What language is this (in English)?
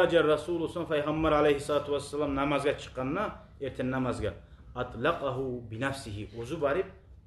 Kumyk